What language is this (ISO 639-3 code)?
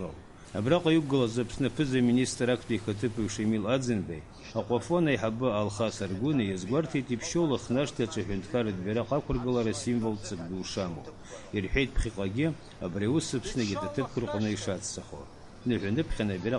abk